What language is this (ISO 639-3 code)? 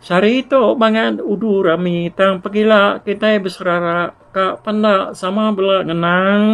iba